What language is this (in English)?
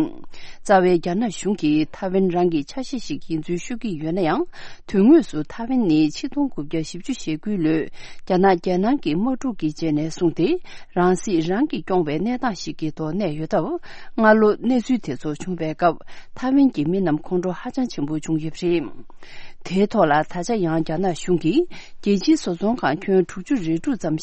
Tibetan